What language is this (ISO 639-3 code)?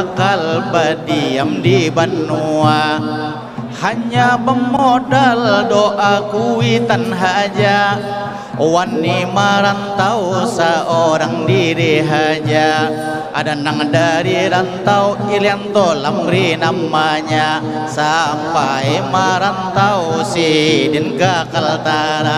bjn